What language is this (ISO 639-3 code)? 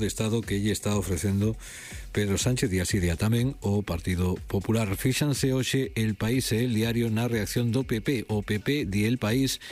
glg